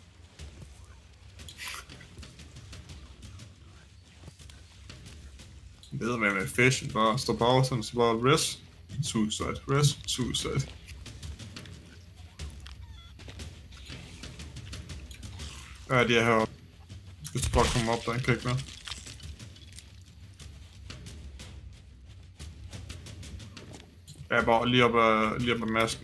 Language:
Danish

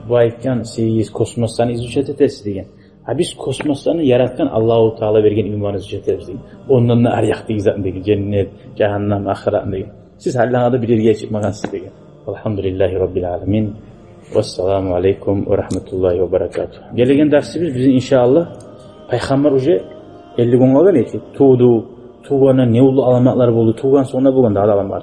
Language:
Kumyk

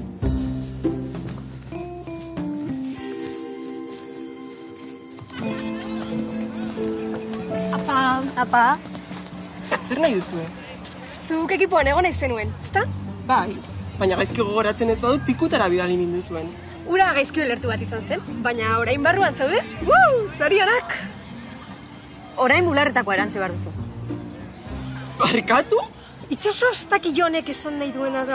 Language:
Basque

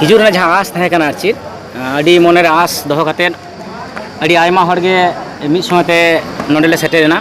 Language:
Santali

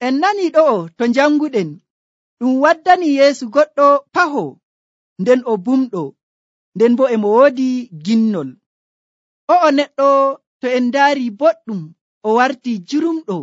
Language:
Nigerian Fulfulde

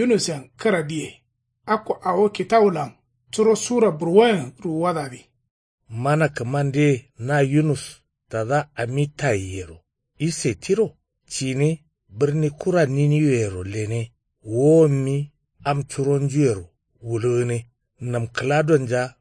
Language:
Kanuri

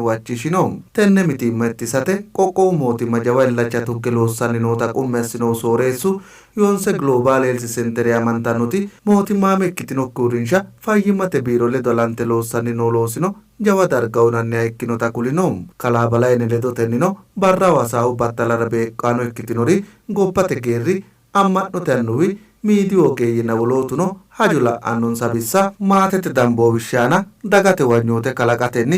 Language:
Sidamo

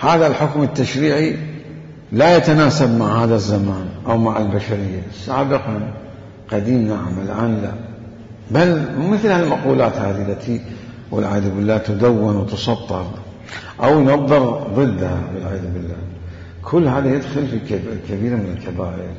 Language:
Mesopotamian Arabic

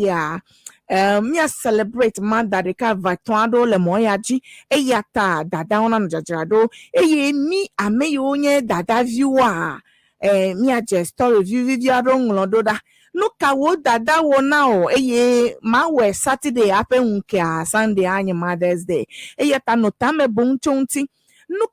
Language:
Ewe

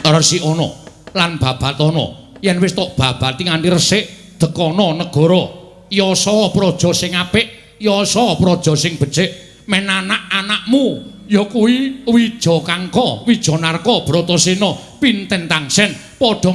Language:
Javanese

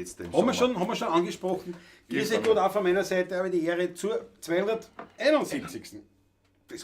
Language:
Bavarian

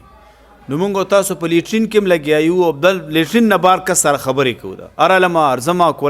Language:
Pashto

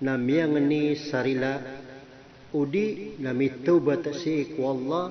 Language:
Maranao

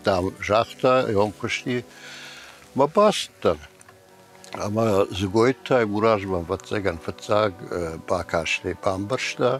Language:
Ossetic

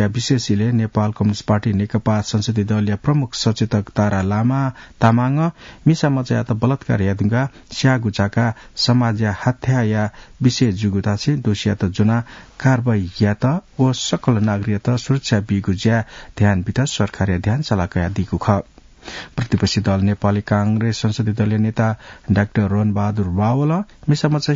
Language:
Newari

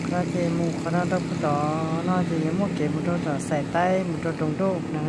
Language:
Hmong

